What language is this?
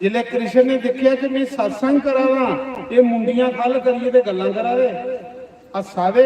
Dogri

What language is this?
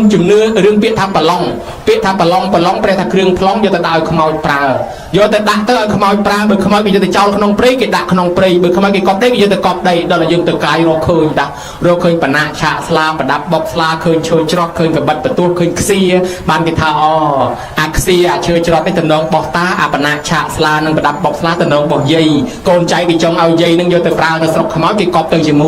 Khmer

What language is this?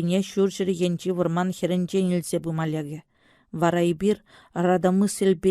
Chuvash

